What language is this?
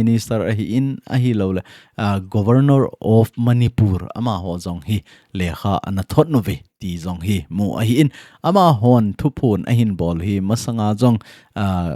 Thado Chin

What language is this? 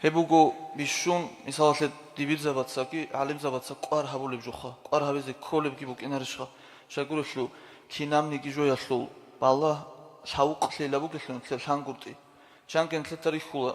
Avaric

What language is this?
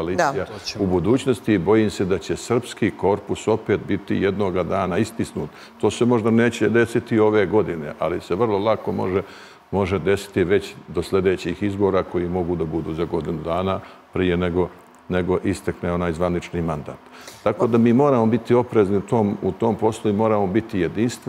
Serbian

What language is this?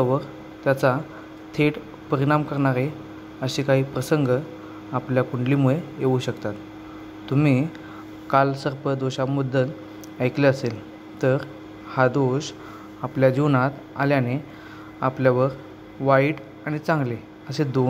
Marathi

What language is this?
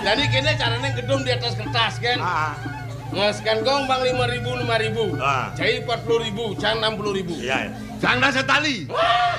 Balinese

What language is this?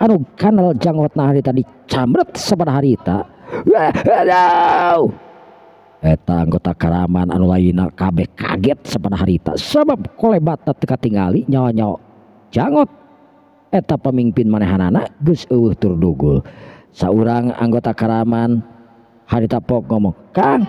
Sundanese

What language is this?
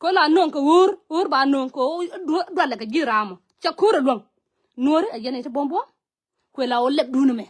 Nuer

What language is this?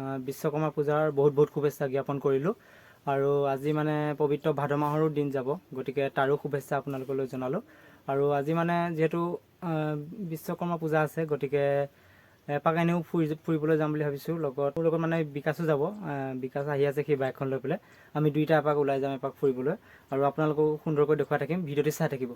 Assamese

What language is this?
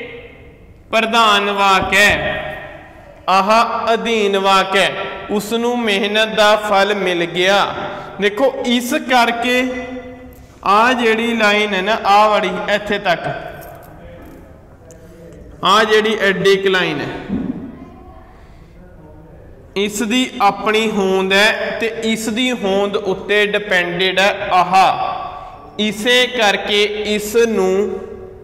Punjabi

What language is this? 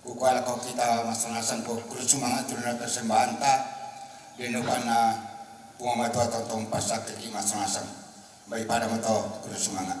Toraja-Sa'dan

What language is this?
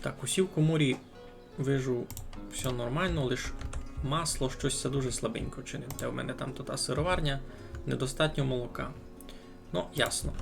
Rusyn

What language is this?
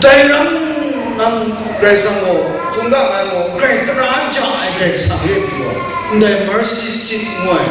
Kachin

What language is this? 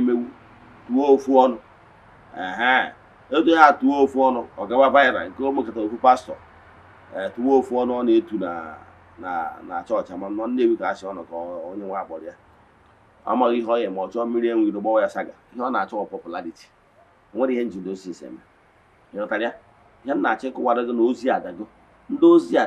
Igbo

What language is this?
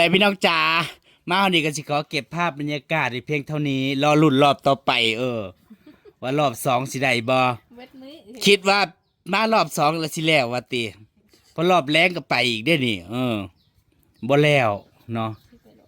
Northeastern Thai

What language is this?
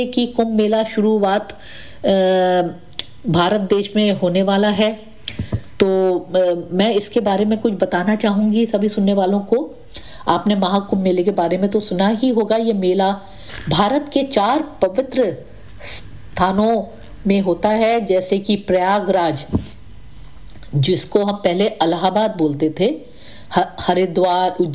Hindi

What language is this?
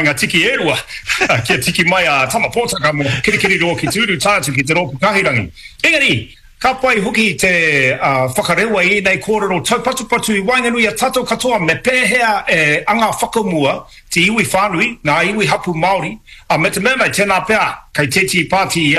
Māori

